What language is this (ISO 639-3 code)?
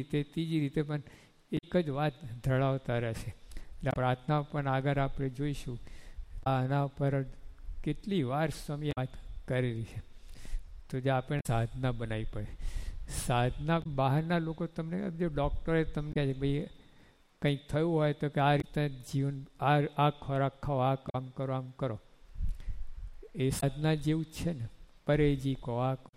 guj